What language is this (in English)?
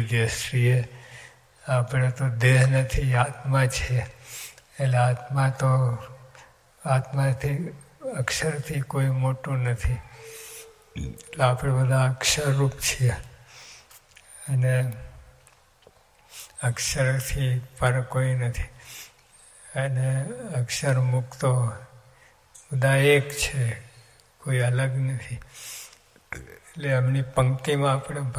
Gujarati